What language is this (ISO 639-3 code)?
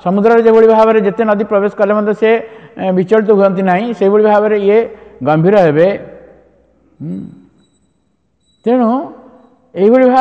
ori